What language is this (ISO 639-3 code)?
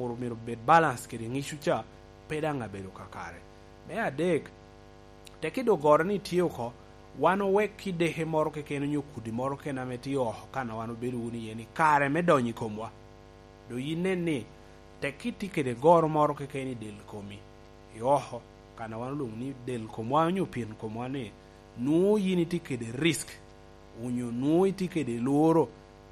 laj